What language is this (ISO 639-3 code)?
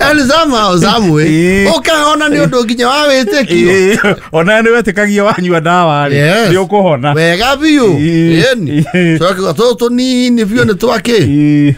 kik